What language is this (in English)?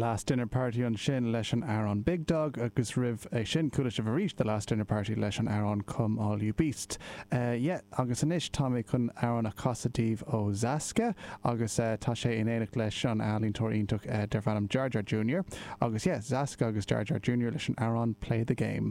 Irish